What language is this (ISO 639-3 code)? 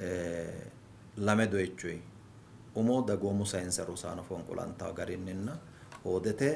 sid